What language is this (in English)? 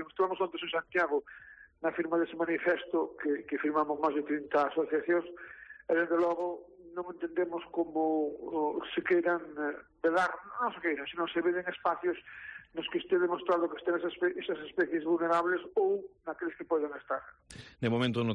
Galician